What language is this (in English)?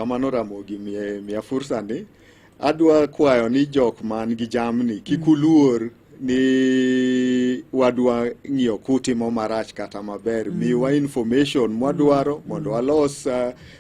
Luo (Kenya and Tanzania)